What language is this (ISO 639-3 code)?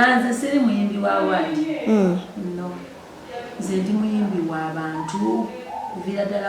lug